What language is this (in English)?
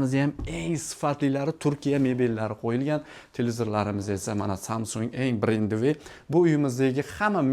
Uzbek